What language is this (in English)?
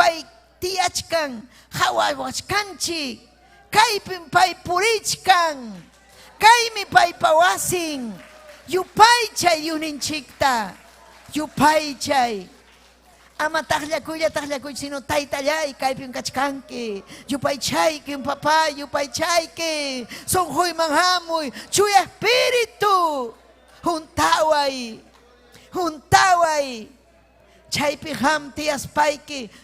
Ayacucho Quechua